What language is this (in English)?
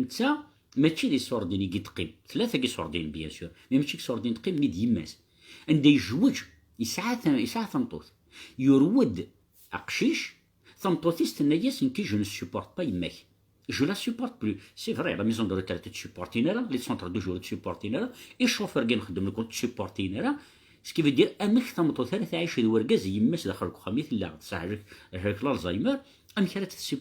Kabyle